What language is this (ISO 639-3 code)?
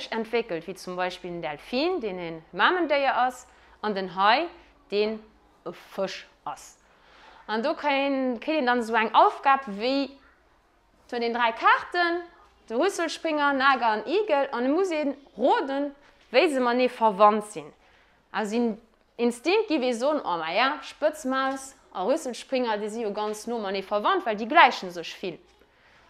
ltz